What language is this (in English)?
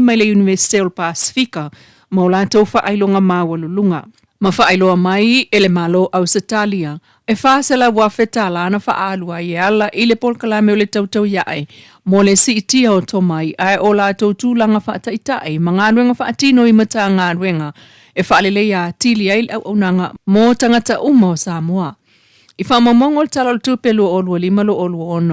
Samoan